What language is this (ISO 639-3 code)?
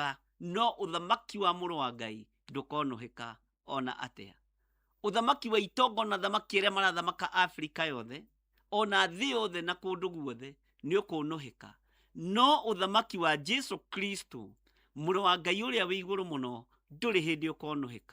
kik